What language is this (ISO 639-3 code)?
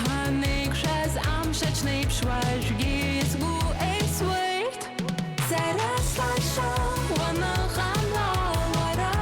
abk